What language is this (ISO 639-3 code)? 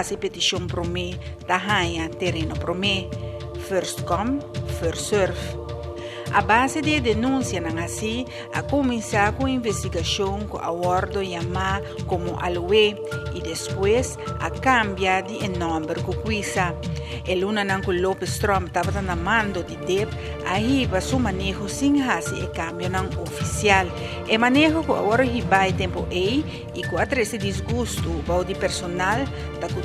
pap